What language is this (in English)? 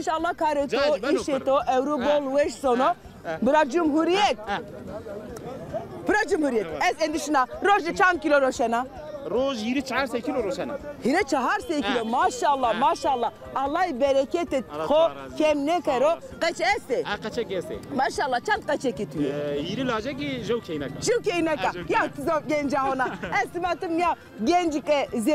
Zaza